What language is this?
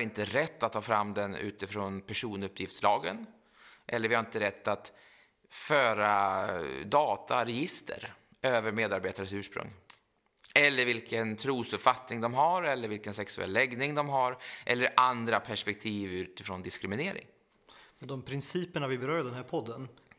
Swedish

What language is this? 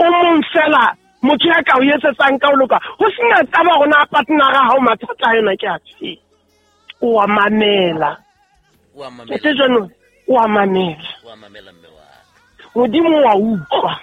Southern Sotho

